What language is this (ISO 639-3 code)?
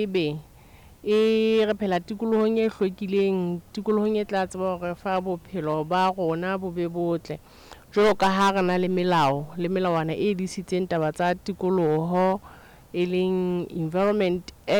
sot